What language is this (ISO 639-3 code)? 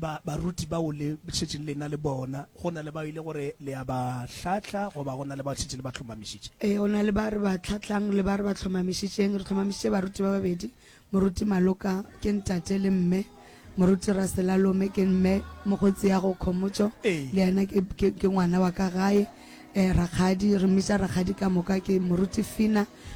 nso